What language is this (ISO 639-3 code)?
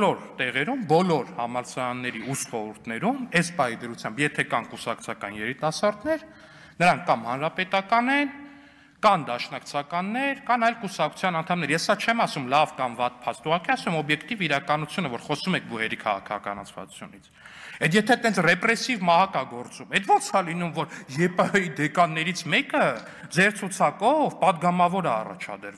hye